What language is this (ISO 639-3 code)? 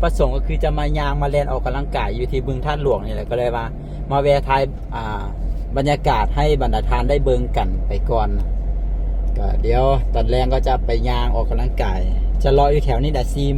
lao